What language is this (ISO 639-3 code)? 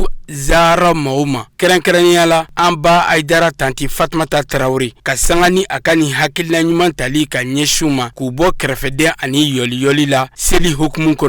bam